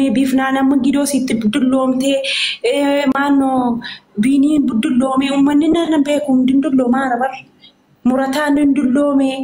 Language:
Oromo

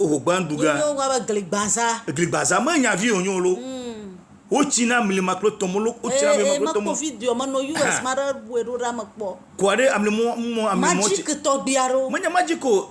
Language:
Ewe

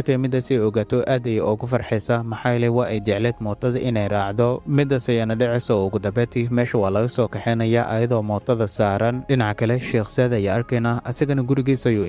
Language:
Somali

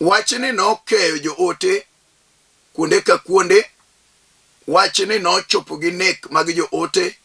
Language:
Luo (Kenya and Tanzania)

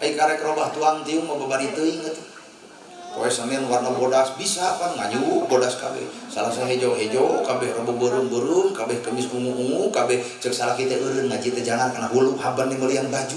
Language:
Sundanese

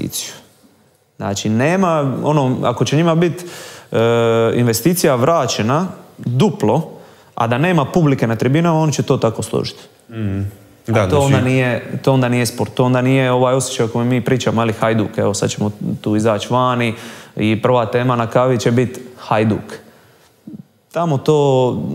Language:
Croatian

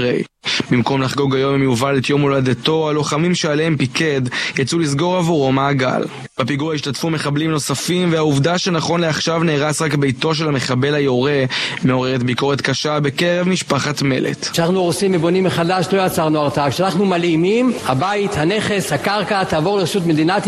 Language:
Hebrew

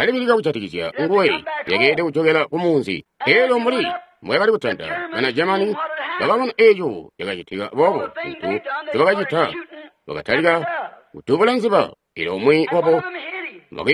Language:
Tonga (Zambia)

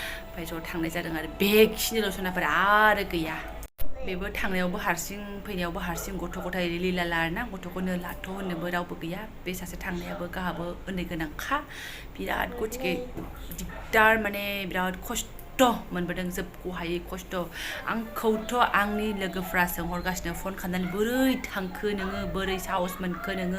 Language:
Bodo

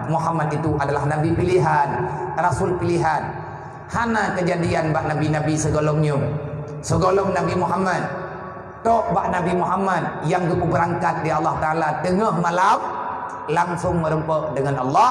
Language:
Achinese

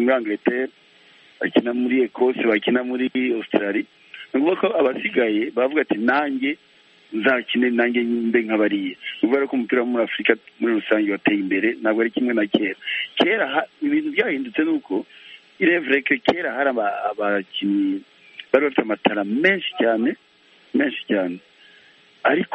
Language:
Kinyarwanda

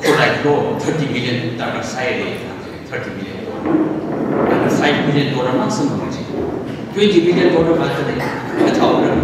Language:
Tangkhul Naga (India)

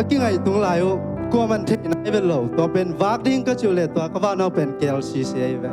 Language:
Tedim Chin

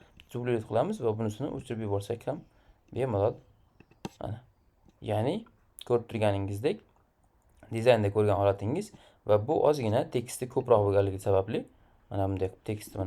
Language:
Uzbek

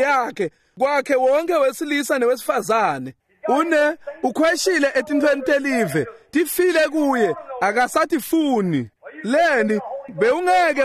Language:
Swati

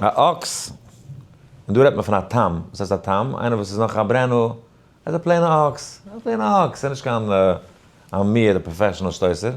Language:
Yiddish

